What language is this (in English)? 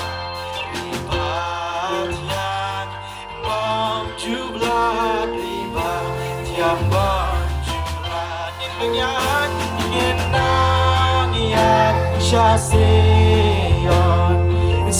Khasi